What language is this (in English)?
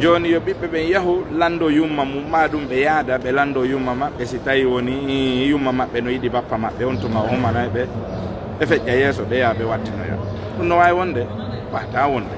Fula